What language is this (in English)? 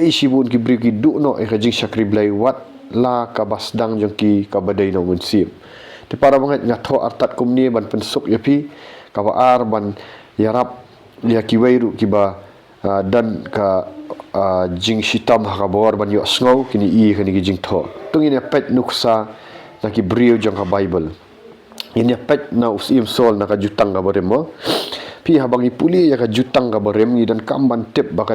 Khasi